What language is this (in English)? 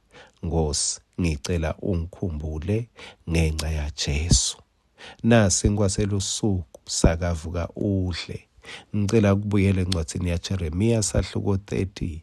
Swati